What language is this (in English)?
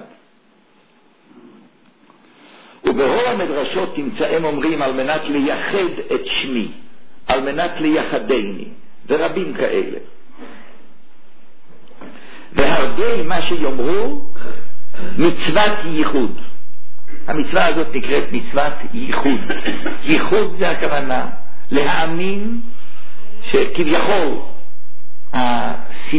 Hebrew